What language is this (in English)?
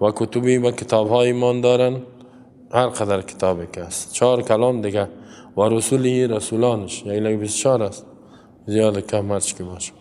Persian